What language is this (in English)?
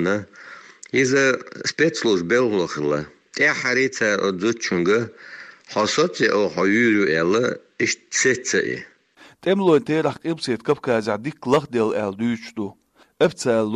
Chechen